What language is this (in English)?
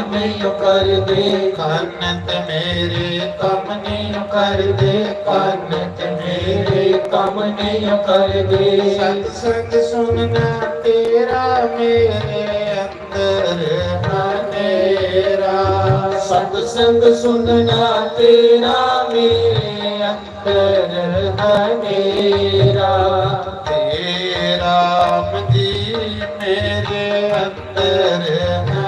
Dogri